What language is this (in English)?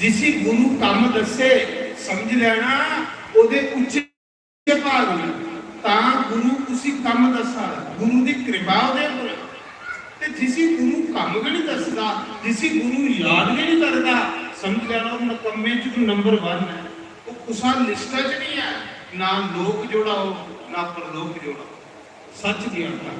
Dogri